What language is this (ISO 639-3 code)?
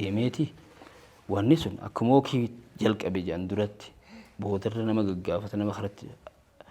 orm